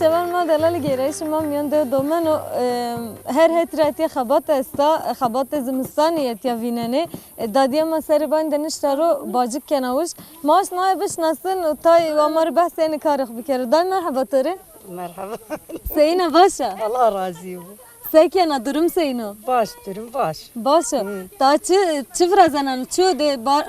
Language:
Zaza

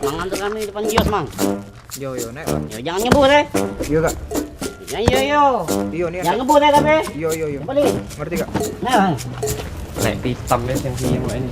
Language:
Musi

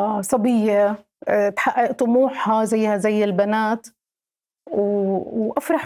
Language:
North Levantine Arabic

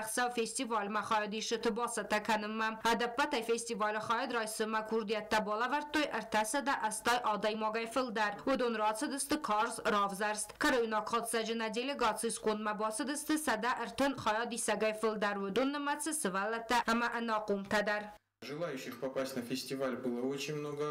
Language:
Ossetic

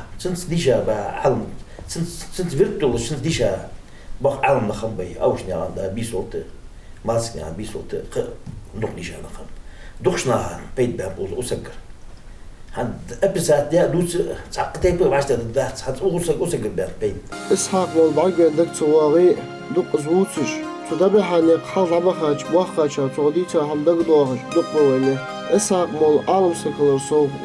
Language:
Ingush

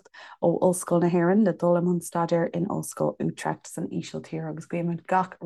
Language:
Irish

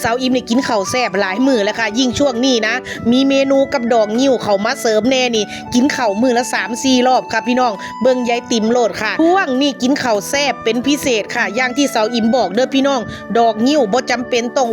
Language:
Northeastern Thai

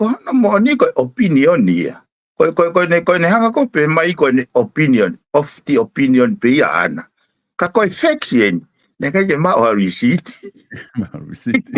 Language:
Tongan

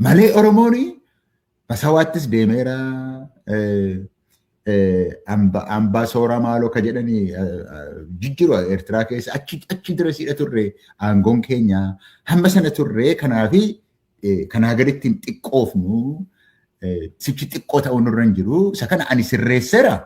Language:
Oromo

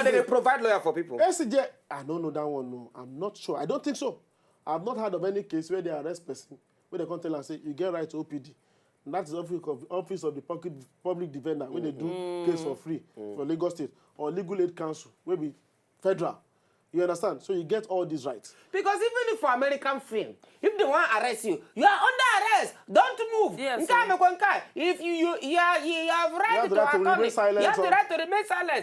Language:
Nigerian Pidgin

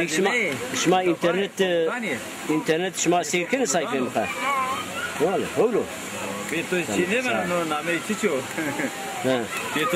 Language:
Zaza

